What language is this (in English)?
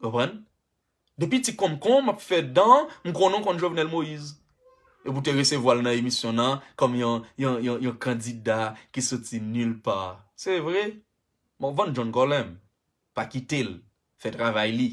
Haitian Creole